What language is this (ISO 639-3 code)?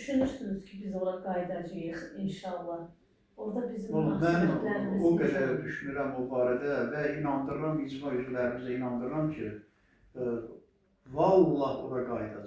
aze